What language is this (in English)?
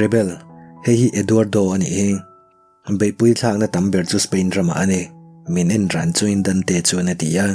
Mizo